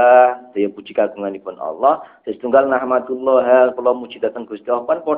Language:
Javanese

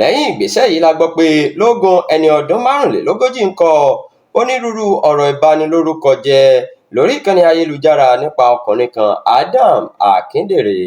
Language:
Yoruba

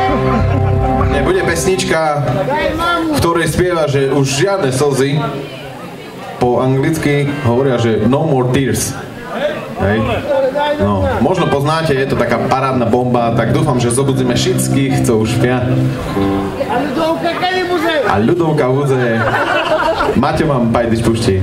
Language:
Slovak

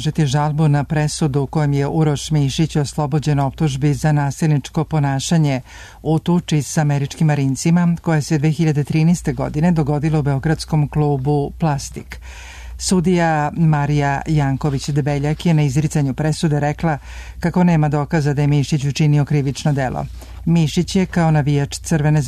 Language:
Serbian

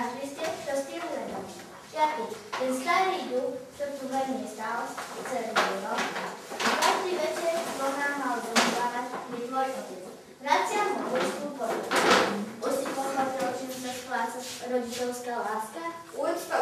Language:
Slovak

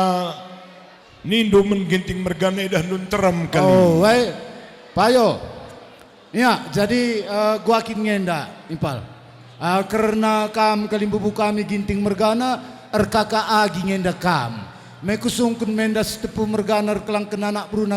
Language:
Batak Karo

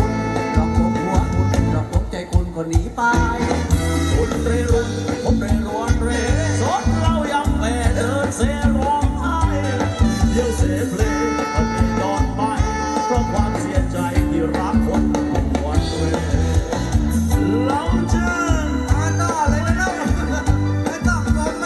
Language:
Thai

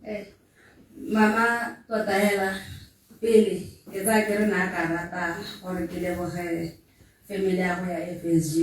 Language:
Tswana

